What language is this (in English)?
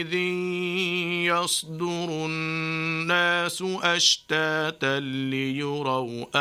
Arabic